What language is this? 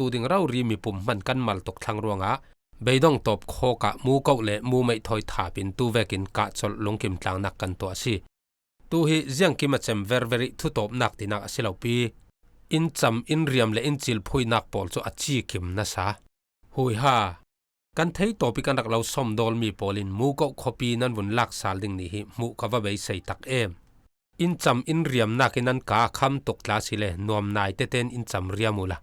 Falam Chin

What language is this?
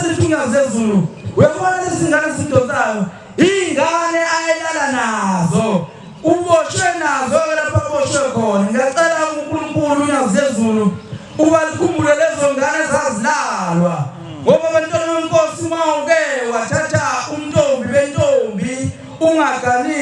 Zulu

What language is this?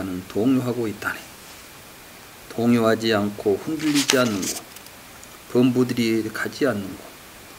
Korean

